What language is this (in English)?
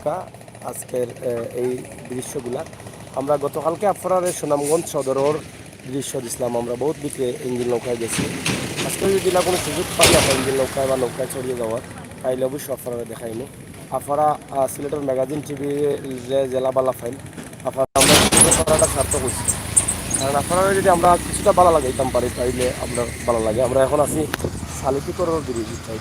Sylheti